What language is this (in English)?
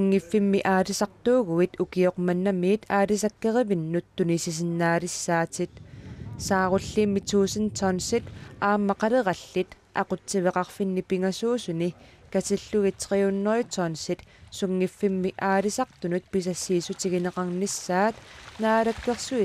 Kalaallisut